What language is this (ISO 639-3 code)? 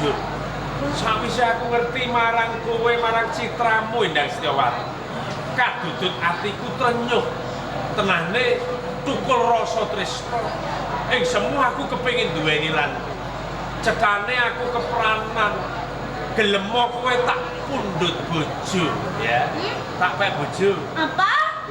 jav